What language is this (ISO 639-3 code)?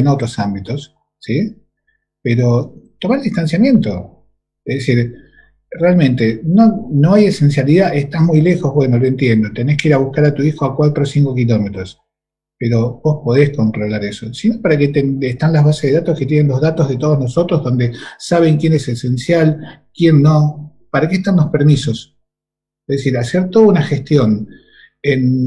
spa